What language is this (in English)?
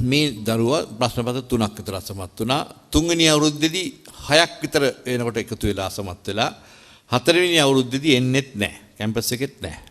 Sinhala